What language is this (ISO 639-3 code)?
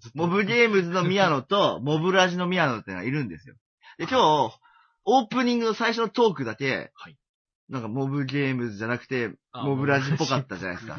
jpn